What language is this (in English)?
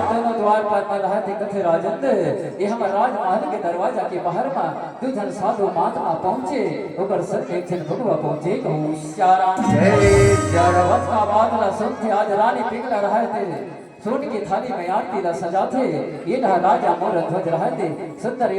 Chhattisgarhi